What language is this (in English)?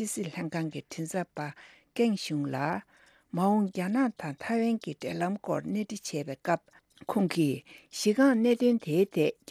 Tibetan